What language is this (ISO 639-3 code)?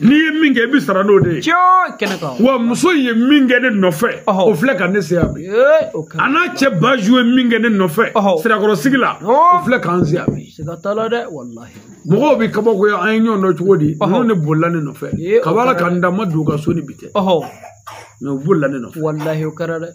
bam